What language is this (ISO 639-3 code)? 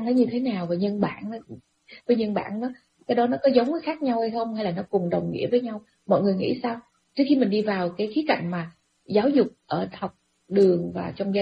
vie